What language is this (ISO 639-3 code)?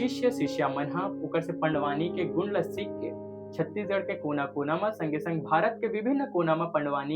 hne